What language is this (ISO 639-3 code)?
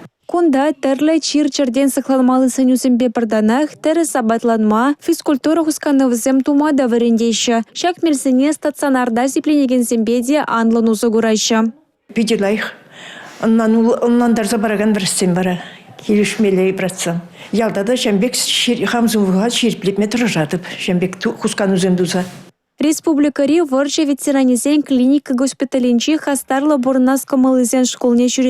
chv